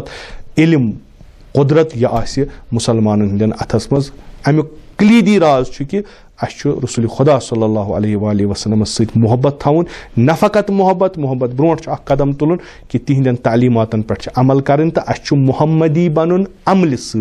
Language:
Kashmiri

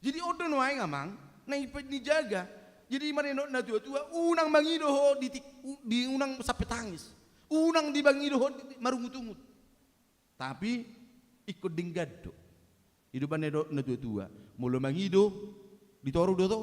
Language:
Batak Toba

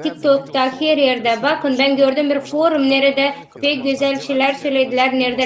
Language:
Gagauz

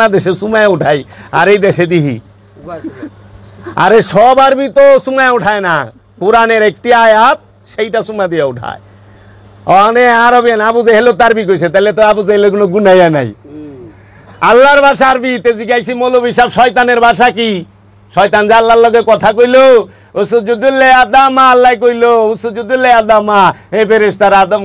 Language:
Bangla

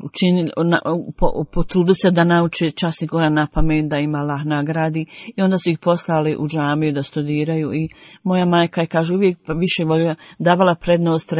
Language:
Bosnian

